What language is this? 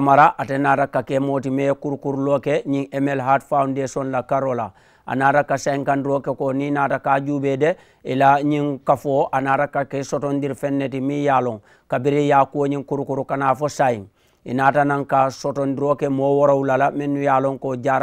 Mandingo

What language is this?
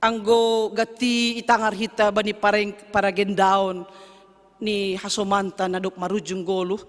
Batak Simalungun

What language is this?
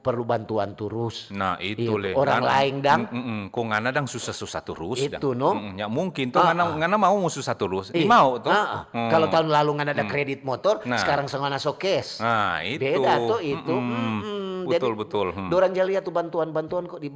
Manado Malay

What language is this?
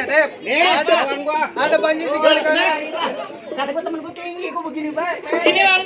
Betawi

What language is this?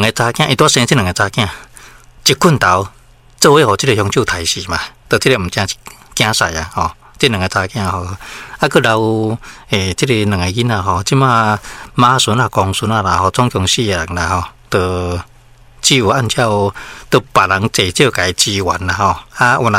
Min Nan Chinese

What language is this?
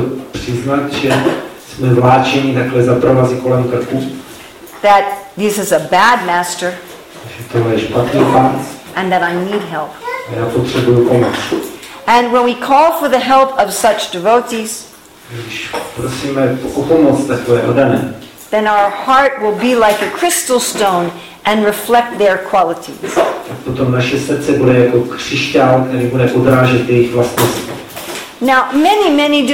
Czech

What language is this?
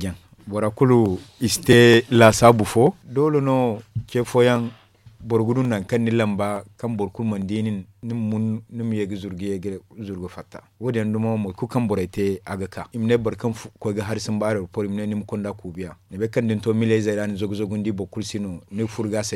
Zarma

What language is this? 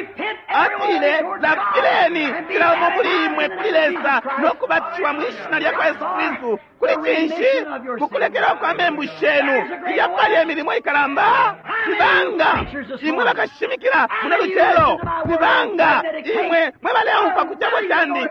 Bemba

